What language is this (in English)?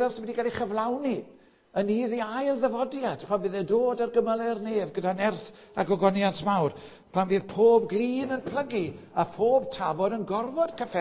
Welsh